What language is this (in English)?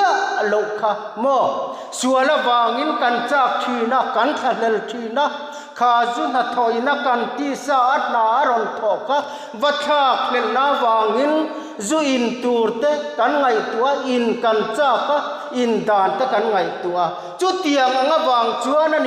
Mizo